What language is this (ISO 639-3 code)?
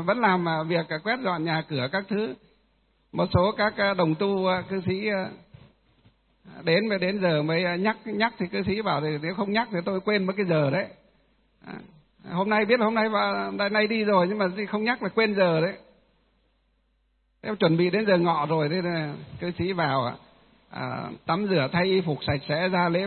vie